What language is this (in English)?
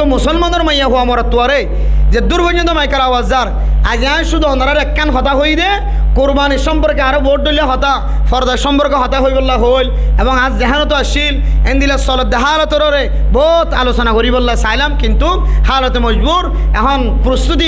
Rohingya